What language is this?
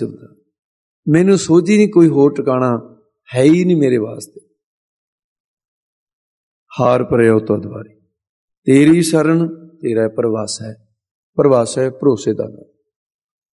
Punjabi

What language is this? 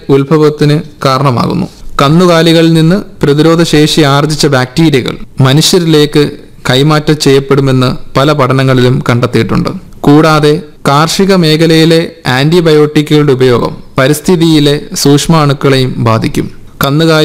Malayalam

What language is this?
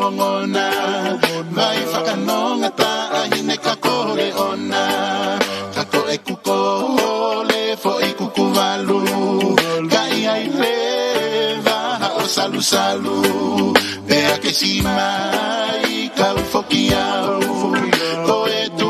Tongan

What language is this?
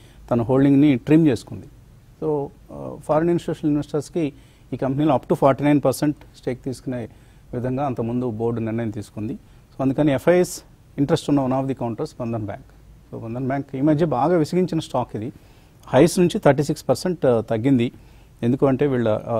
Telugu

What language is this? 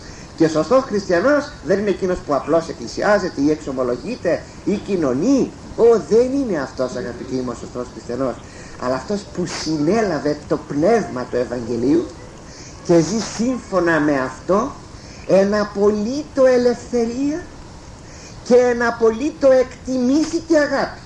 Greek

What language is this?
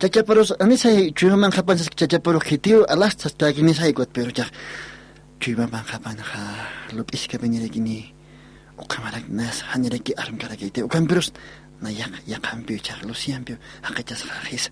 Aymara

